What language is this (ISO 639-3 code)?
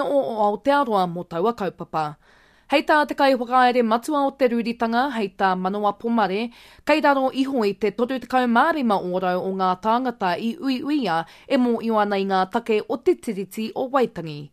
mri